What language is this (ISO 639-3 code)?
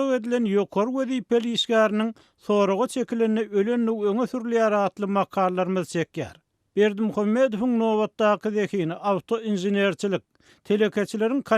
tuk